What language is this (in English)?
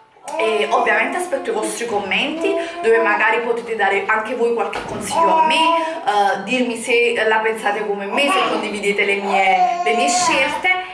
Italian